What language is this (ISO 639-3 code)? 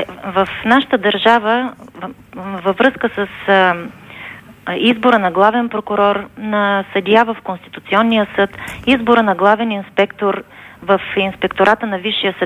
bul